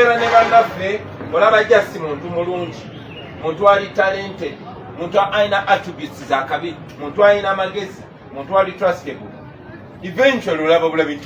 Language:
Ganda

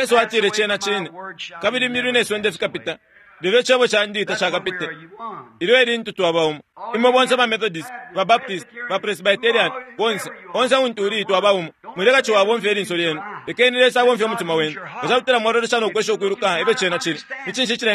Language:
Bemba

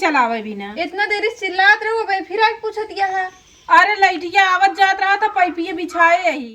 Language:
Awadhi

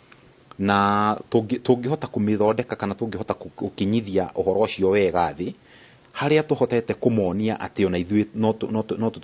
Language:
Kikuyu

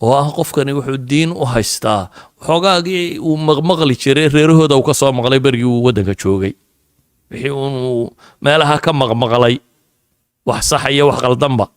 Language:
Somali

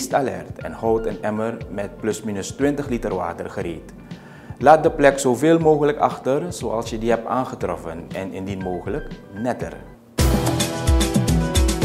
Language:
Dutch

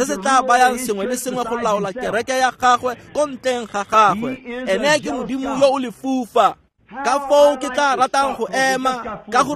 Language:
Tswana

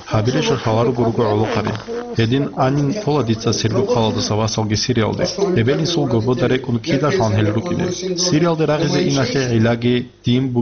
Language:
Avaric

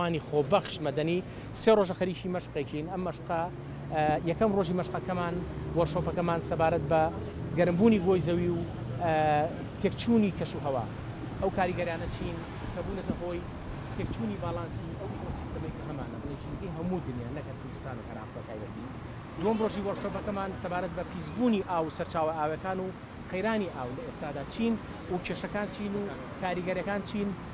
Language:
Central Kurdish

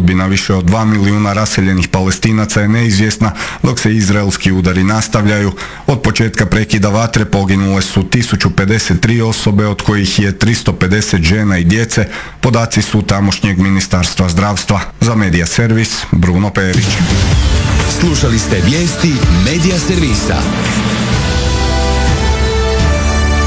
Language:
Croatian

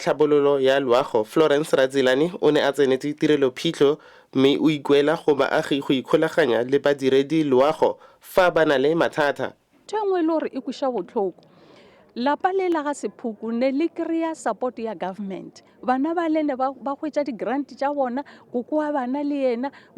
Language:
Tswana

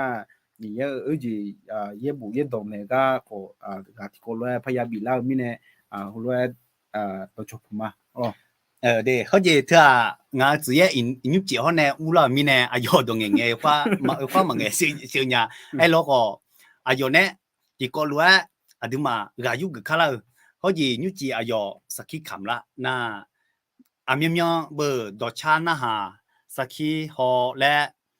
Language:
Akha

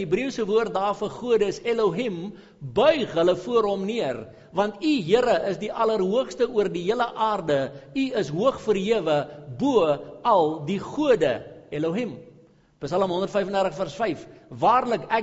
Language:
Afrikaans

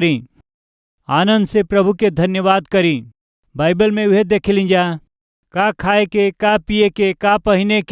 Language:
Bhojpuri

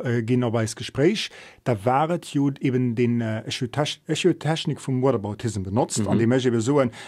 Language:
Luxembourgish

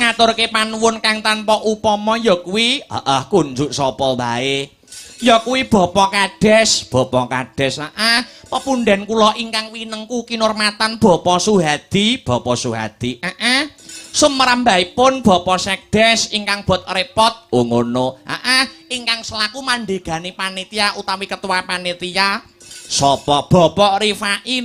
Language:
Javanese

